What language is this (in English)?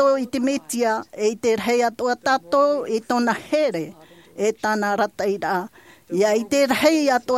Tahitian